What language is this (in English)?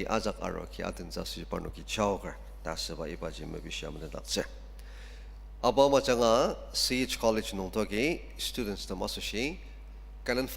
Ao Naga